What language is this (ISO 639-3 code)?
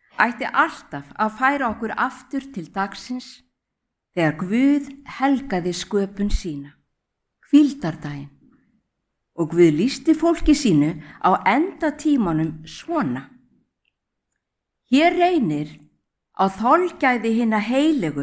isl